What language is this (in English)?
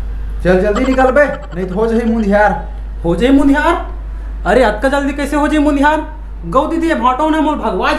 Chhattisgarhi